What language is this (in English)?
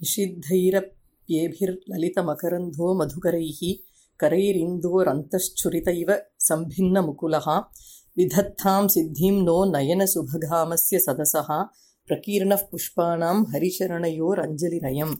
Sanskrit